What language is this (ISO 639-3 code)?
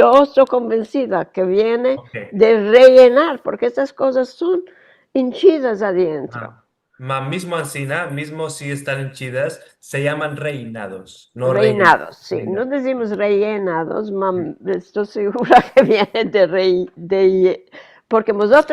lad